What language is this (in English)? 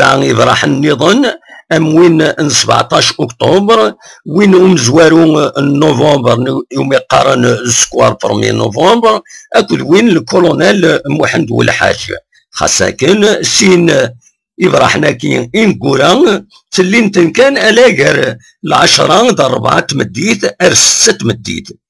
Kabyle